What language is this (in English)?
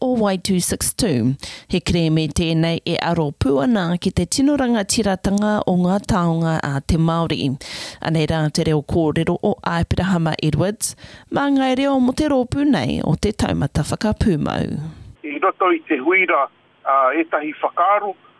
Māori